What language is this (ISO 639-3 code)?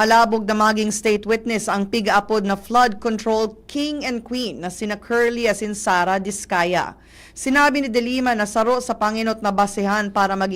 bik